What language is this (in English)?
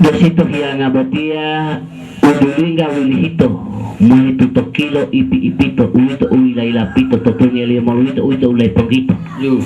Gorontalo